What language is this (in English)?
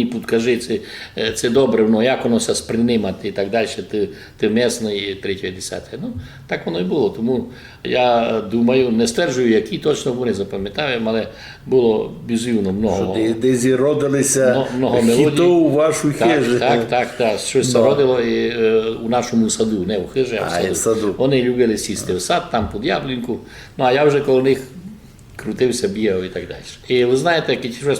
Rusyn